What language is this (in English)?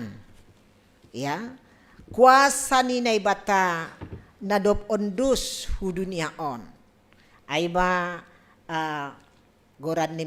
Batak Simalungun